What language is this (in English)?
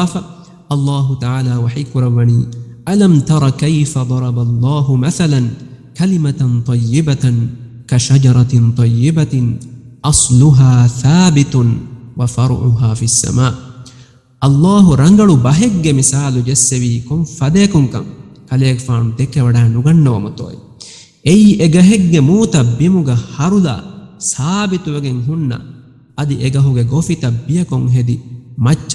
Divehi